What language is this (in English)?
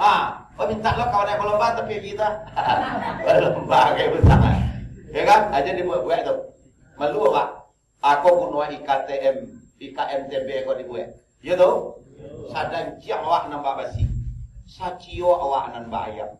Minangkabau